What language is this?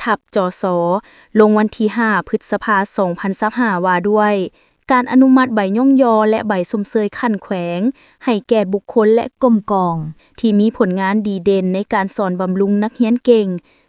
Lao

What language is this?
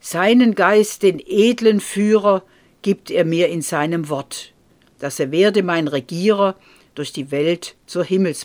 German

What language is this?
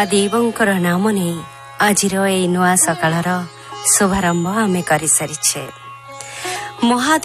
Odia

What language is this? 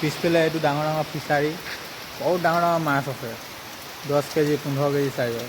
Assamese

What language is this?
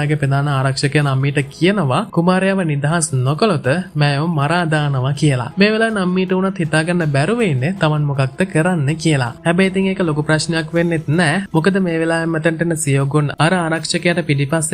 Sinhala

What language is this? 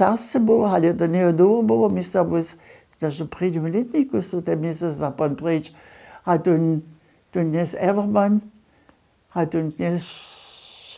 Upper Sorbian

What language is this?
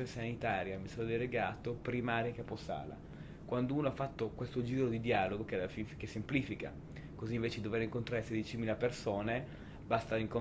Italian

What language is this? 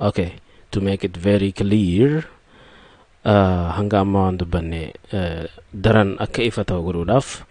Oromo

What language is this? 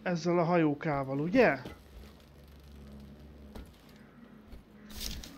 Hungarian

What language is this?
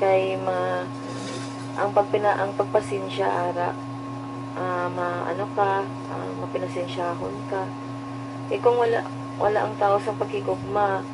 Hiligaynon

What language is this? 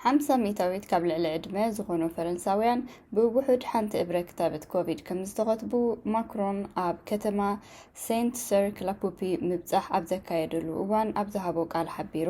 Tigrinya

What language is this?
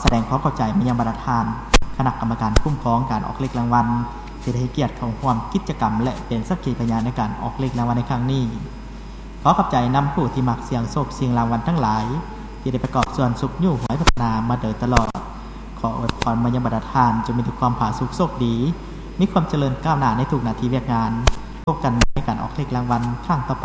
Lao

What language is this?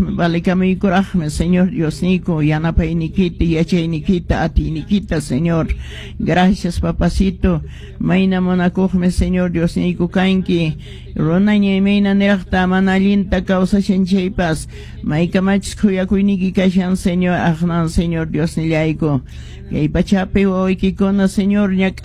Quechua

